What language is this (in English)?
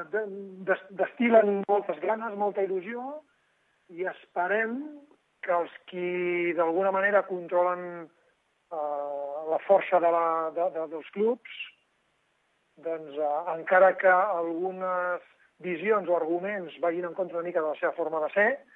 Catalan